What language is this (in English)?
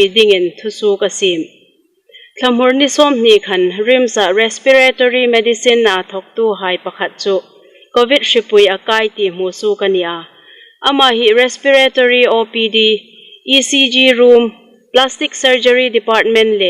Hmar